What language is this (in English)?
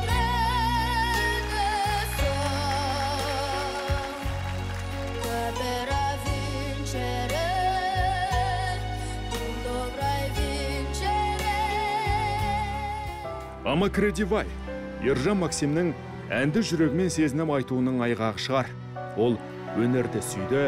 Kazakh